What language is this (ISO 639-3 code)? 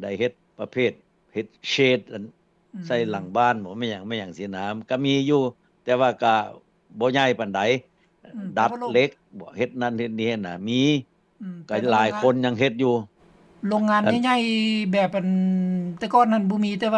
lao